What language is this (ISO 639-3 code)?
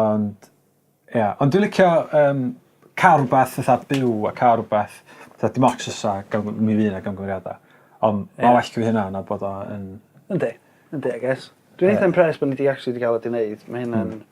cym